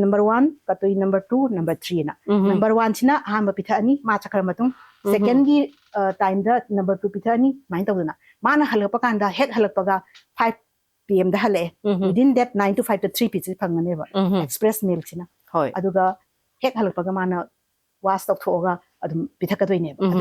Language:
Manipuri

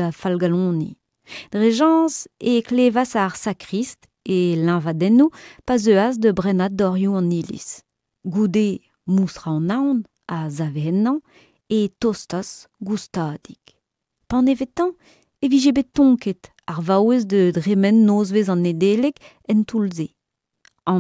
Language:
Breton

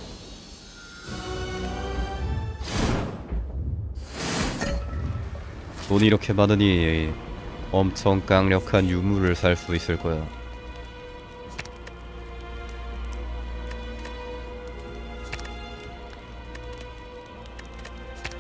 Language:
Korean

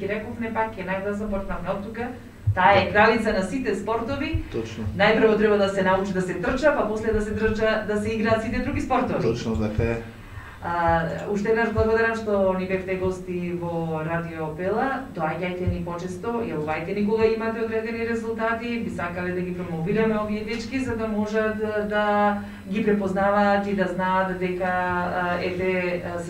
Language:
Macedonian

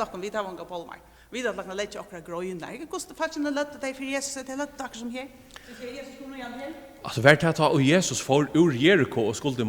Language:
Faroese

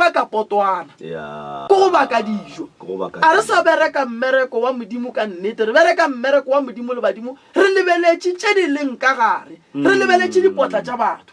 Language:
Northern Sotho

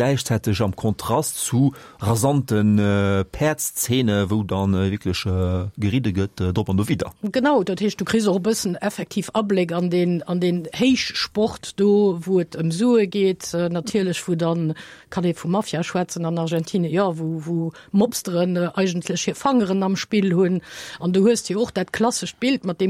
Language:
Luxembourgish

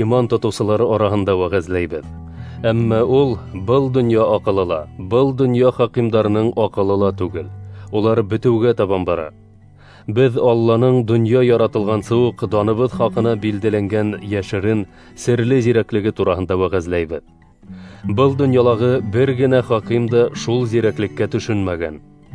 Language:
Bashkir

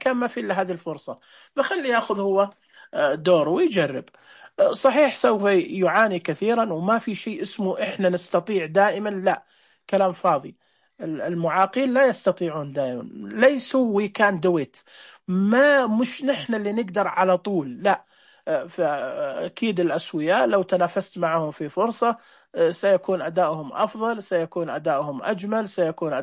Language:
Najdi Arabic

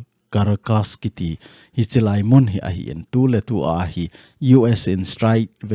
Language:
Thado Chin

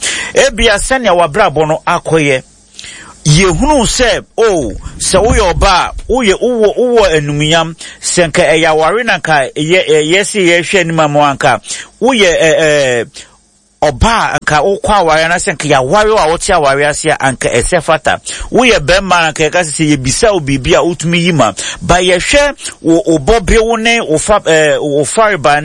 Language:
Akan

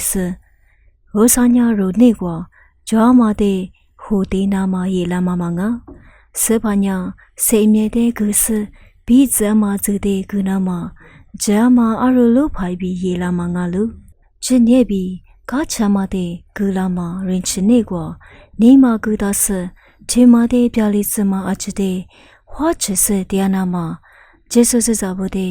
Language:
Lisu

